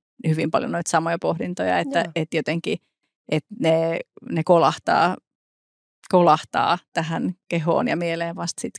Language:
Finnish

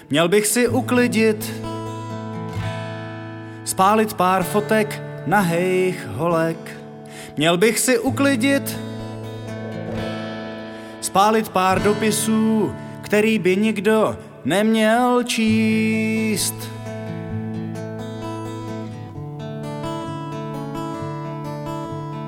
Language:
Czech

